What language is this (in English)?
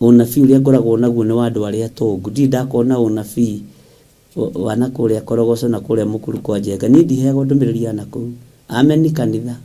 Kikuyu